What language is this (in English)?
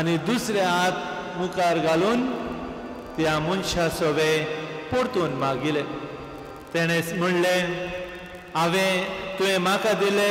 Konkani